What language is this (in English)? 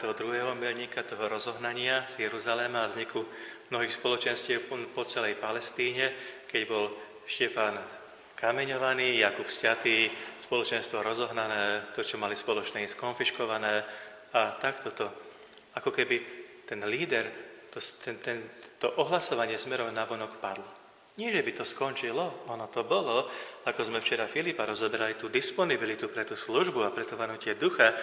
Slovak